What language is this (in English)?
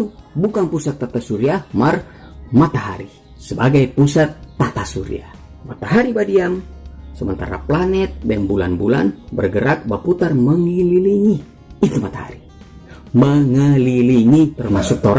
Manado Malay